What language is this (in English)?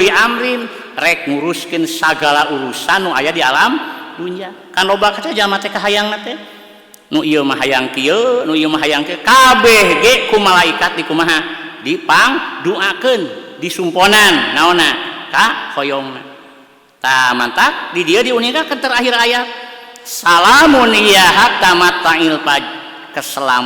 Sundanese